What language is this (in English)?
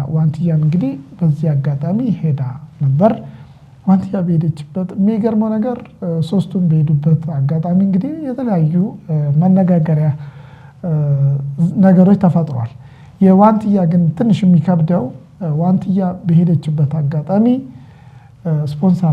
Amharic